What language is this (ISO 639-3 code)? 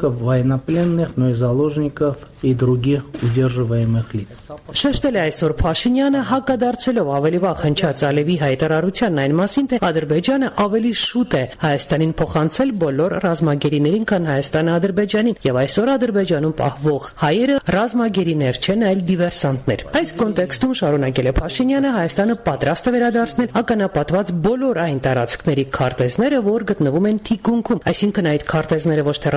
hye